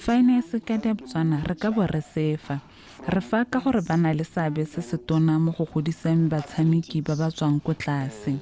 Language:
Tswana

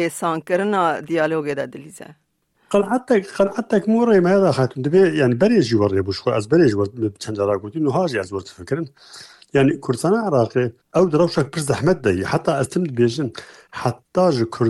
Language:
Kurdish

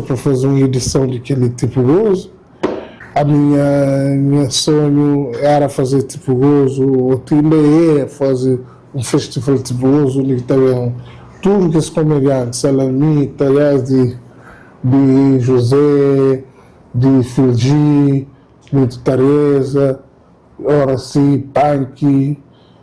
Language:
Kabuverdianu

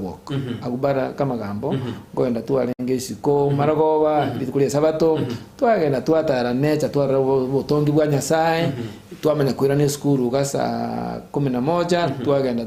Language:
Gusii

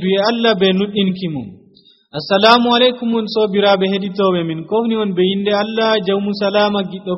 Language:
Nigerian Fulfulde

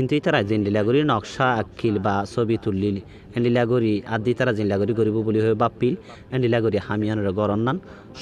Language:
Rohingya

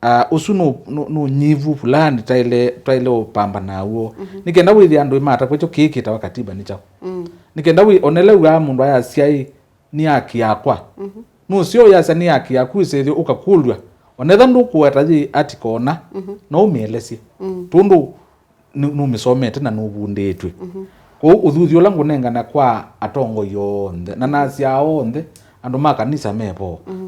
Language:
Kamba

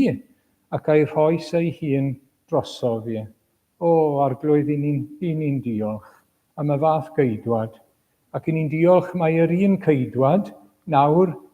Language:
Welsh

